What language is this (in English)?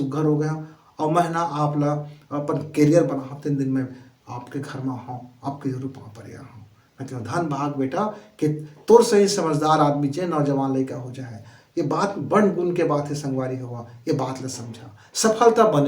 Chhattisgarhi